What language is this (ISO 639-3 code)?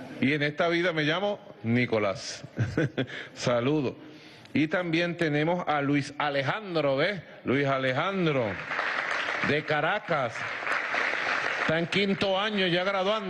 spa